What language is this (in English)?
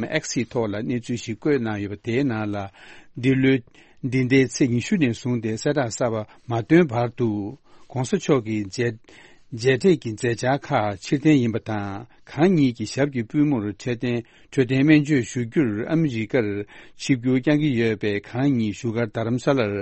Tibetan